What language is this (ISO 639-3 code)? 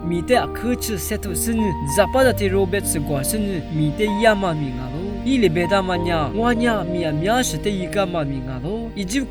lis